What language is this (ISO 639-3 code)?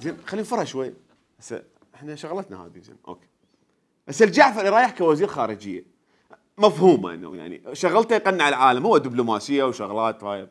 acm